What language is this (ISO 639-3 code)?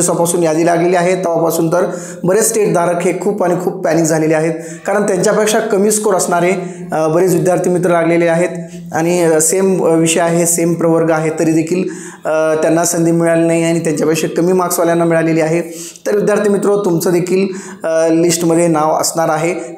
mar